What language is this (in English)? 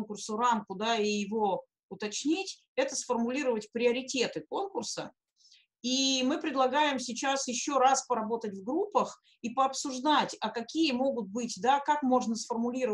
Russian